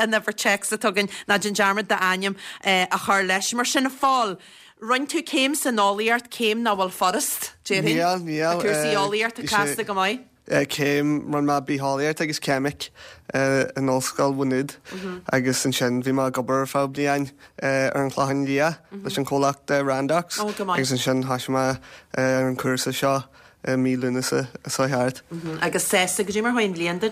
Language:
Irish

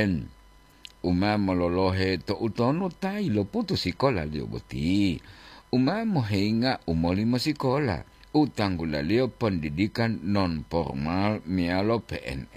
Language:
Gorontalo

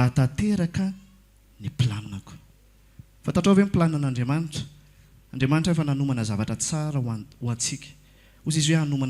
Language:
Malagasy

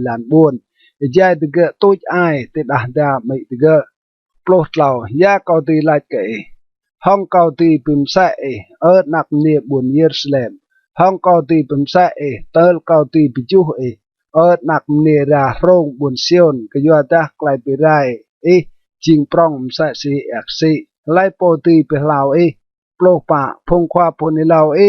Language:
Rade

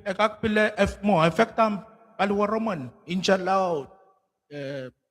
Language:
Pohnpeian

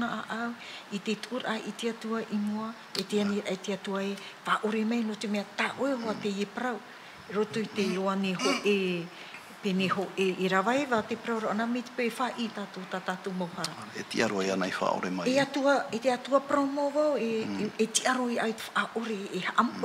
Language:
Tahitian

